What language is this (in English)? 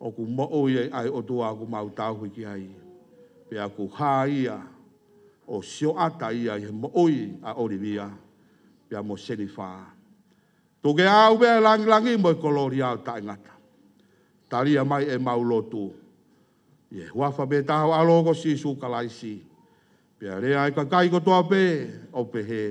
Tongan